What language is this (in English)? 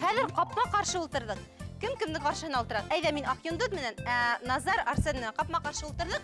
Bashkir